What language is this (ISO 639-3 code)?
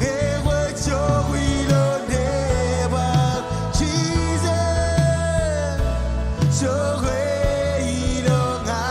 mah